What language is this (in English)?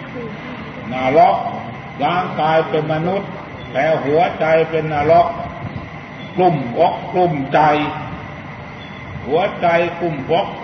Thai